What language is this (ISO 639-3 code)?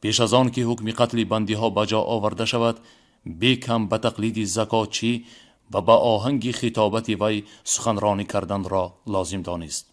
tgk